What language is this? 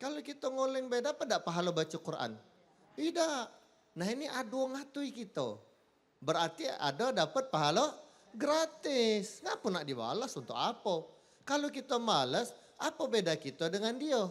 Musi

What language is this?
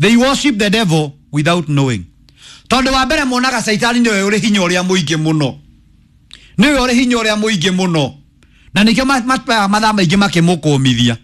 Kikuyu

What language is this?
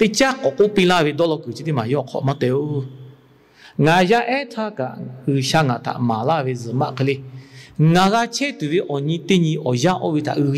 Lahu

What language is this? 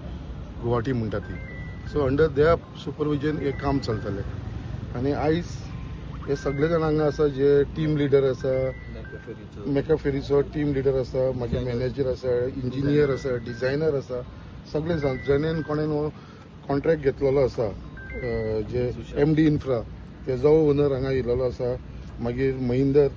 Konkani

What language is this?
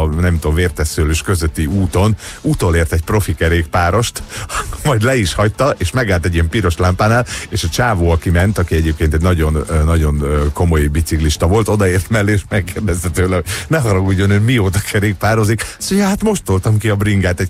Hungarian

